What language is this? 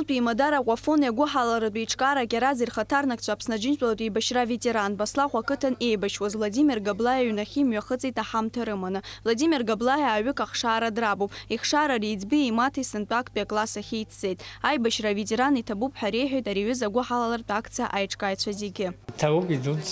Abkhazian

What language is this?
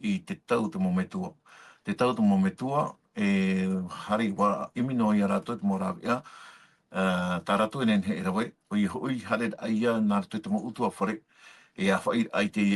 Tahitian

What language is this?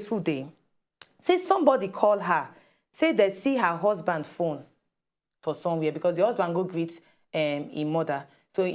Nigerian Pidgin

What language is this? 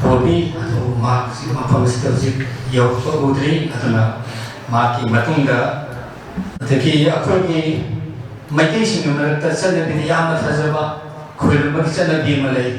Manipuri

